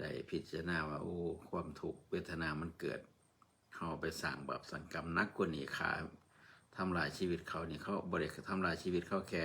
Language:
Northeastern Thai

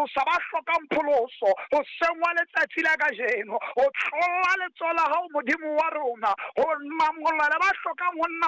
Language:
Southern Sotho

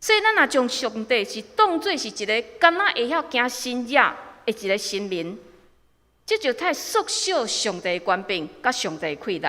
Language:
Min Nan Chinese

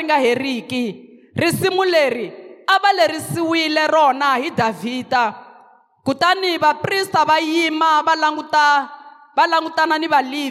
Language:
Tsonga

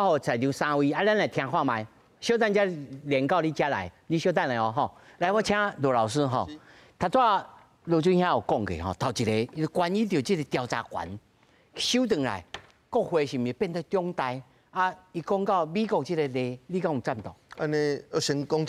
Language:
Min Nan Chinese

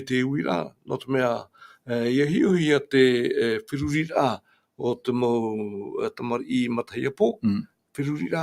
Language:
Tahitian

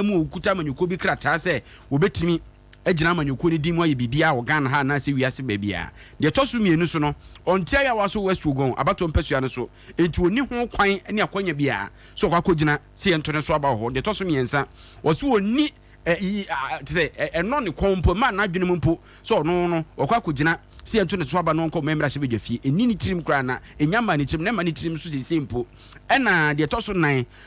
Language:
Akan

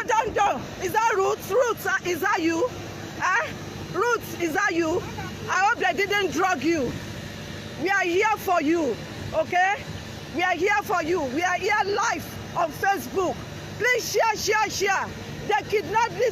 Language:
Nigerian Pidgin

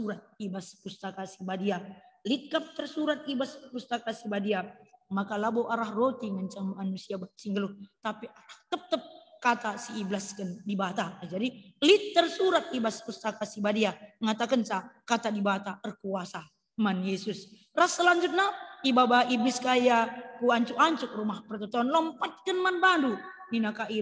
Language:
Batak Karo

